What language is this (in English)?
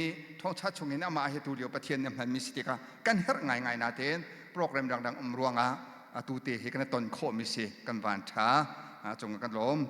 Hakha Chin